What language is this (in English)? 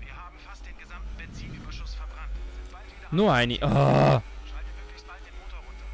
Swiss German